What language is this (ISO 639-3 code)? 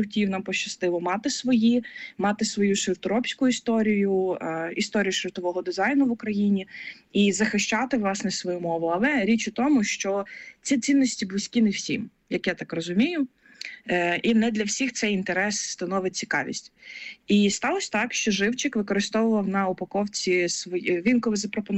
ukr